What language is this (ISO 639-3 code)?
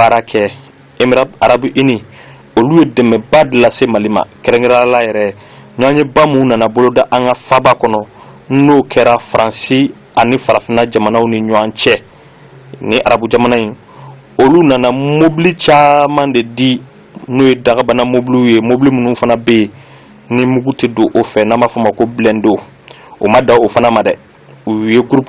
bam